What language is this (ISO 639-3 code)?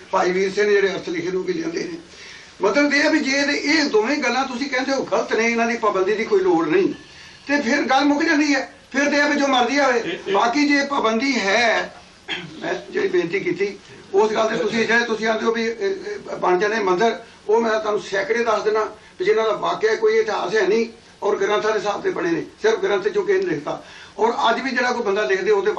pan